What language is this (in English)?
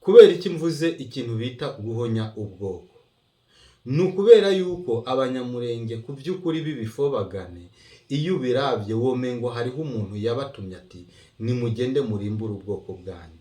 Rundi